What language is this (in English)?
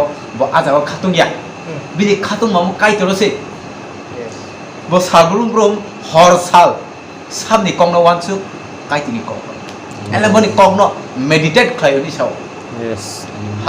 Kok Borok